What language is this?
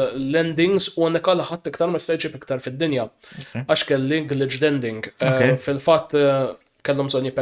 Maltese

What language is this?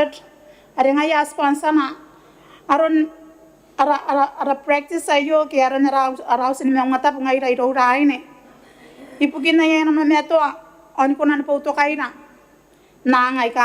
Gilbertese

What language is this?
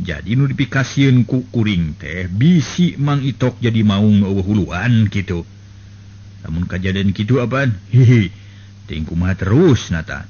Sundanese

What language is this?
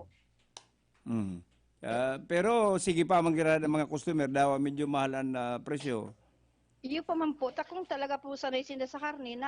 Bikol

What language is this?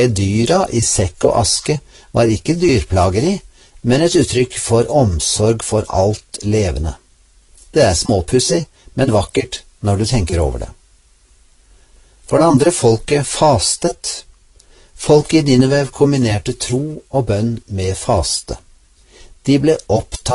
Norwegian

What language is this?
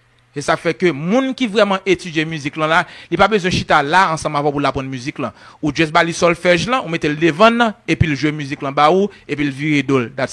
Haitian Creole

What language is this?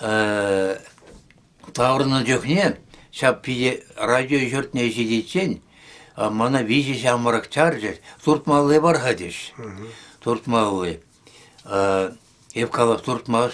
Chuvash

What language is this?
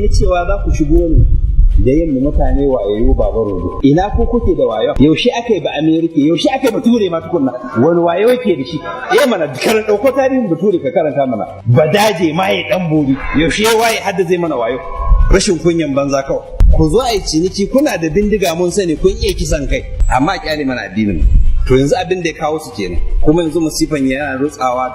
Hausa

